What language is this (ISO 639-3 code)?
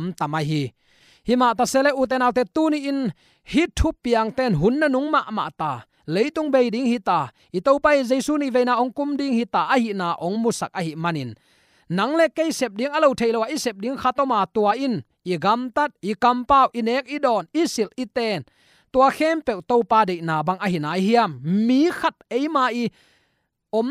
ctd